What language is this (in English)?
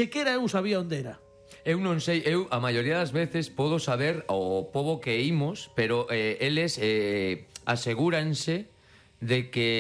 Galician